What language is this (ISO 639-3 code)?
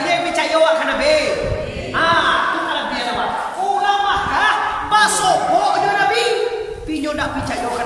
min